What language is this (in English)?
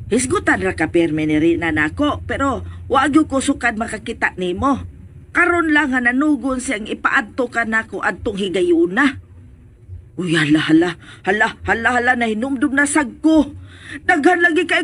Cebuano